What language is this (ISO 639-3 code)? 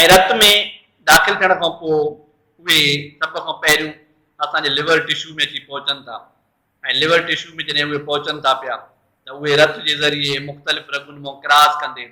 snd